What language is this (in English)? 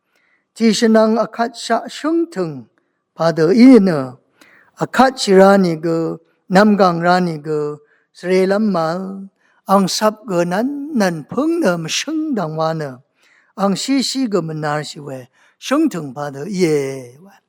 Rawang